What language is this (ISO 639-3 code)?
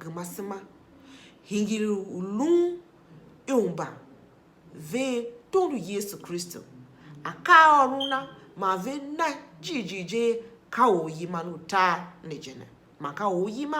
tiv